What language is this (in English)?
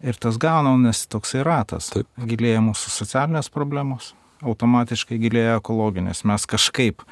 Lithuanian